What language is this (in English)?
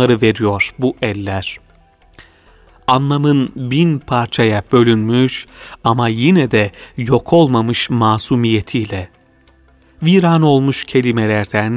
Turkish